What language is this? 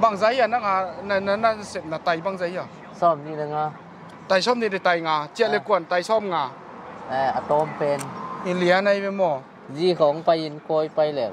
Tedim Chin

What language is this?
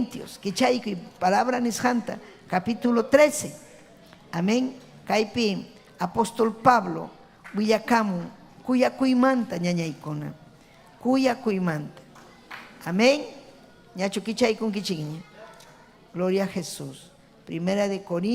Ayacucho Quechua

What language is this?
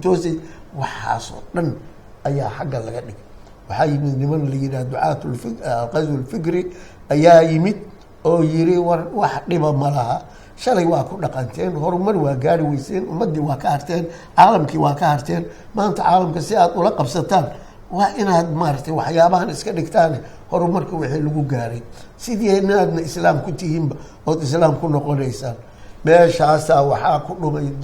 Somali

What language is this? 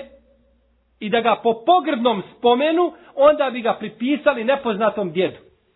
Bosnian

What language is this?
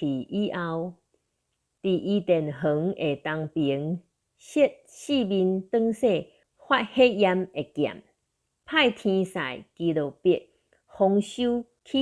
Min Nan Chinese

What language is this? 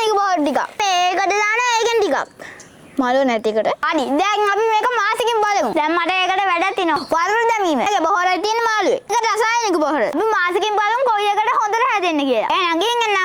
Sinhala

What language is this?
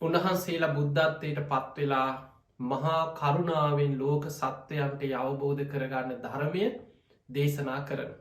Sinhala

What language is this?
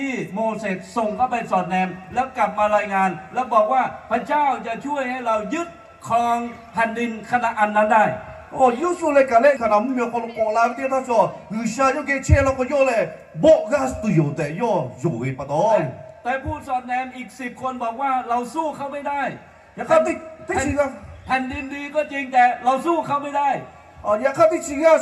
Lahu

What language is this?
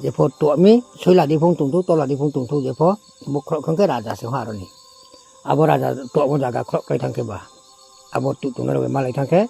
Riang (India)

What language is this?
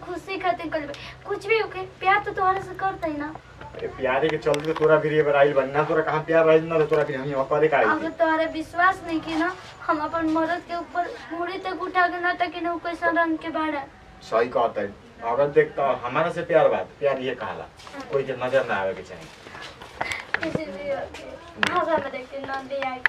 Bhojpuri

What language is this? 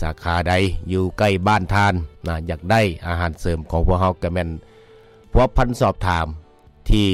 Lao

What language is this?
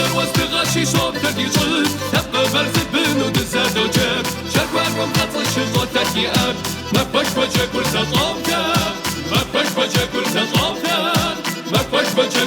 Kabardian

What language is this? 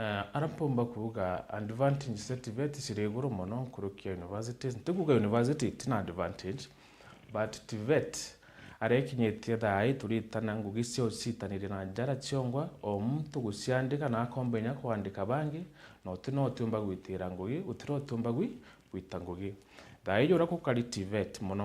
Meru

